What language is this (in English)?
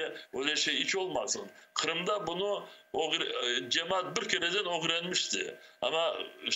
Crimean Tatar